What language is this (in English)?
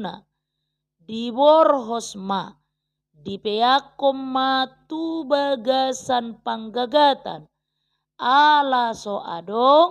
Batak Toba